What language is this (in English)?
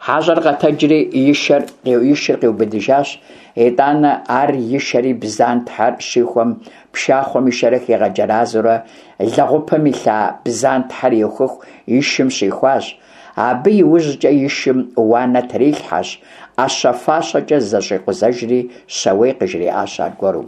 Kabardian